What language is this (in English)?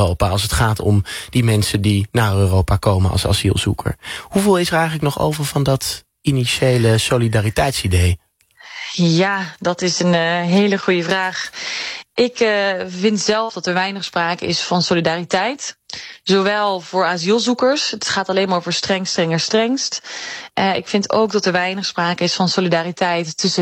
Dutch